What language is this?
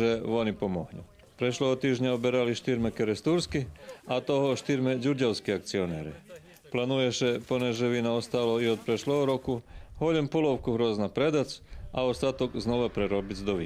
Rusyn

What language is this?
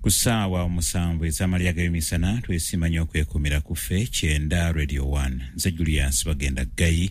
Ganda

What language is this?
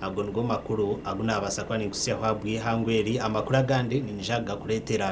Nyankole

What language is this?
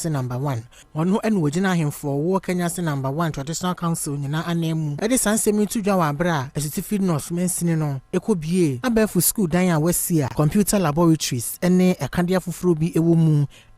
Akan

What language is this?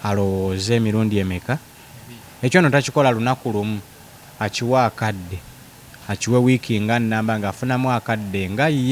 Ganda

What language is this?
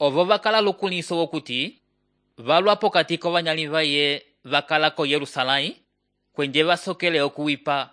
Umbundu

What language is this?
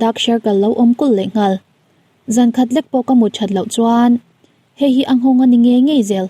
Mizo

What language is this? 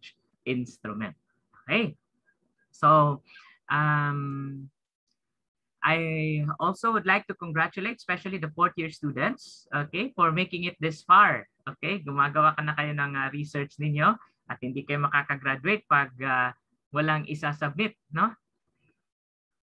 Filipino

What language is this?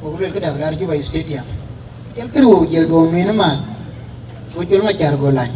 Dinka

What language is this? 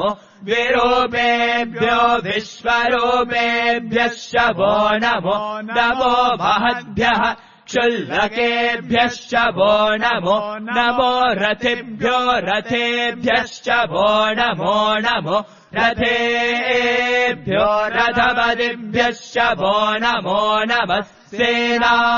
Sanskrit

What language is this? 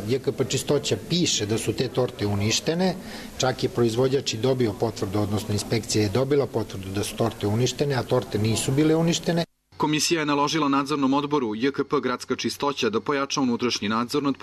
Serbian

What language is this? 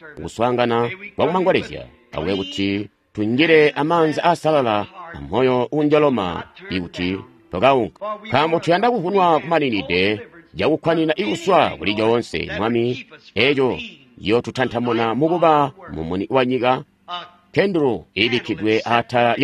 Tonga (Zambia)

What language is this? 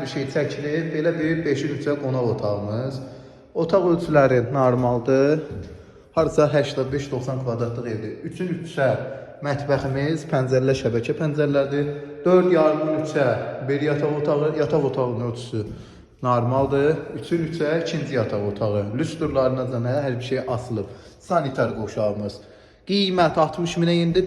Azerbaijani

